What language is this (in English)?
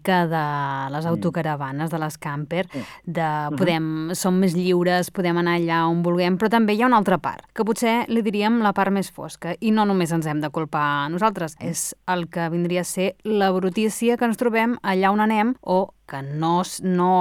Catalan